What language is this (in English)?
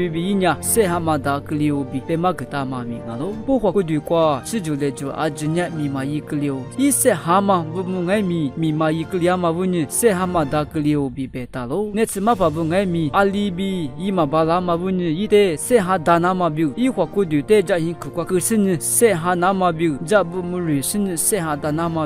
Lisu